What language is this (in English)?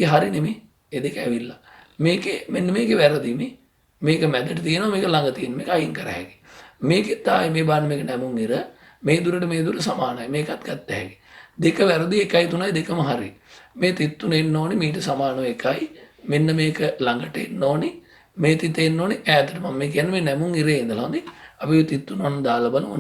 Sinhala